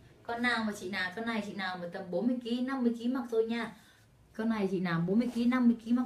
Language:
Vietnamese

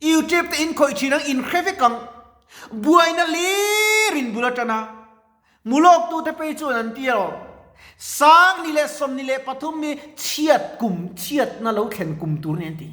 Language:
Mizo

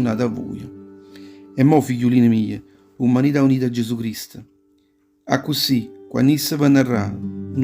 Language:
Neapolitan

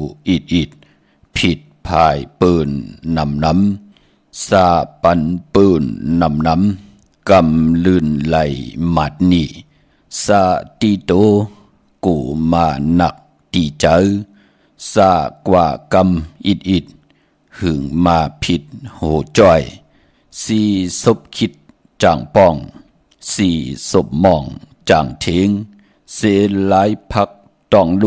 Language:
Shan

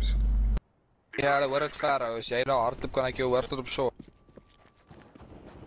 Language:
Afrikaans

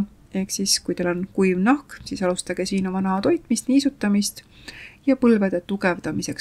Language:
Estonian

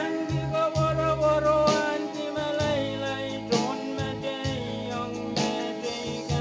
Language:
Pohnpeian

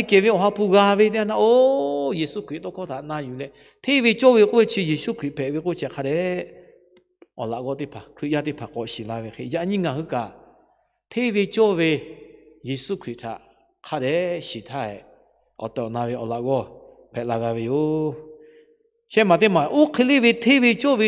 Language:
Lahu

